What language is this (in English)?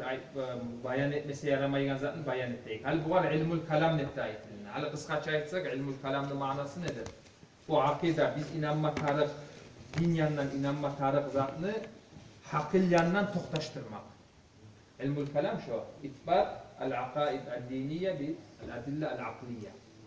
Kumyk